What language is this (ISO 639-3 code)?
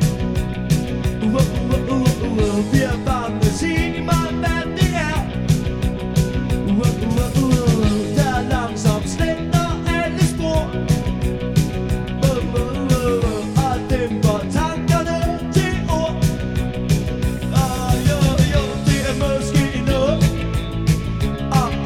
dan